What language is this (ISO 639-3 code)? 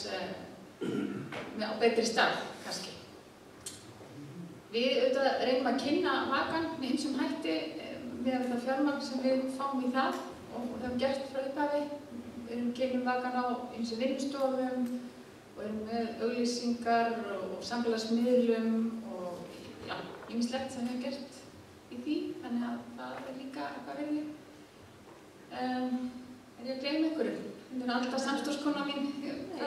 isl